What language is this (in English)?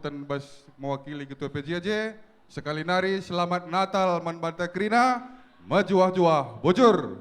Batak Karo